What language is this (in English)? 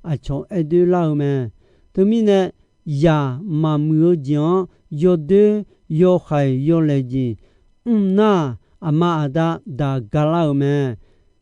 Akha